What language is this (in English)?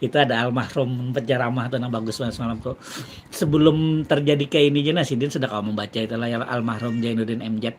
Banjar